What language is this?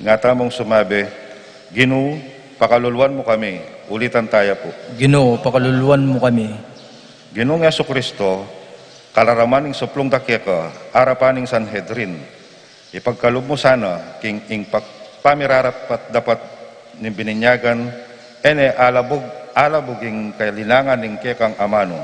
Pampanga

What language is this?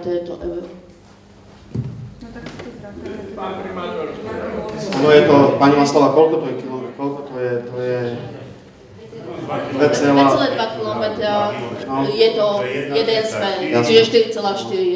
Slovak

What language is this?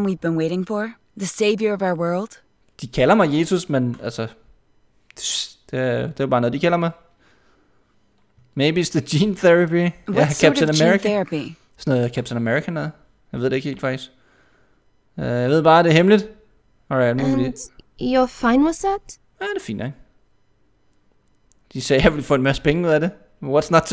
Danish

